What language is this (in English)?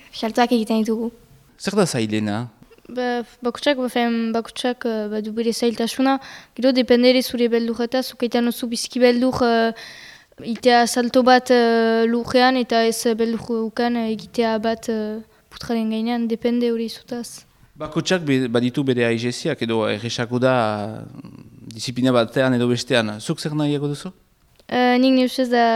Basque